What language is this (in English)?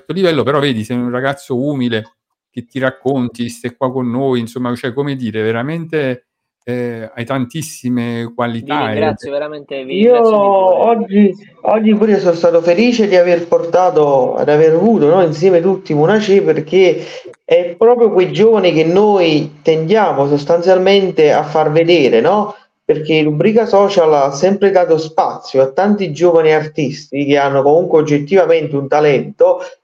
Italian